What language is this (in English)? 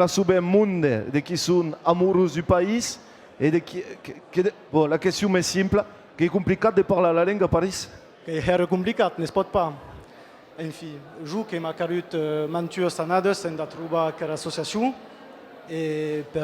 Occitan